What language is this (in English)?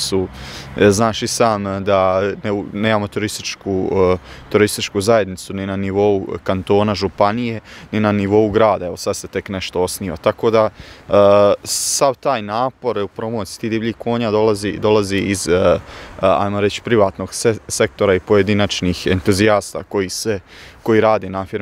Bosnian